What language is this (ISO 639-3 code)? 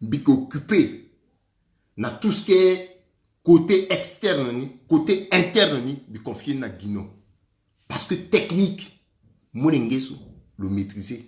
sag